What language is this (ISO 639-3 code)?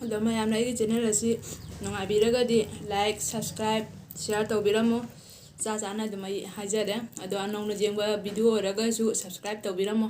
mni